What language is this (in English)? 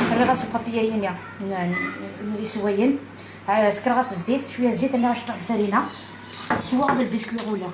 Algerian Arabic